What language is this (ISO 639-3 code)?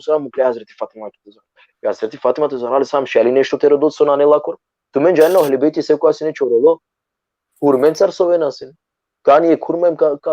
rmn